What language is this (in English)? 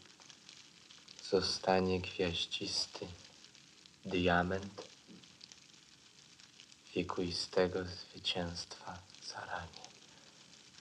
Polish